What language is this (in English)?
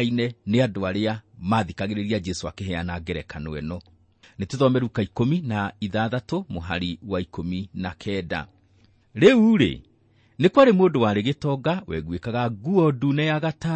Kikuyu